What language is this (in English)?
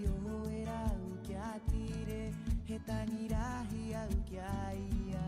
Rapanui